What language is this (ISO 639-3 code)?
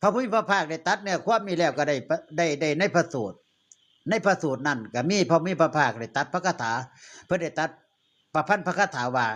tts